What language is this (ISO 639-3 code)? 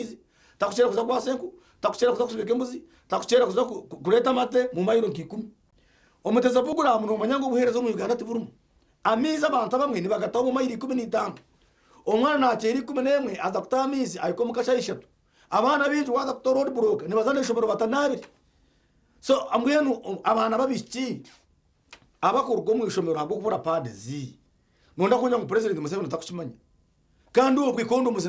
nyn